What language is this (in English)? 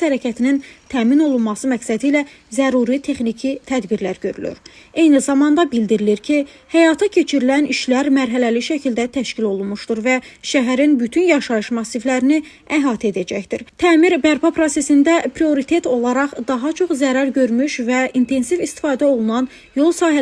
Azerbaijani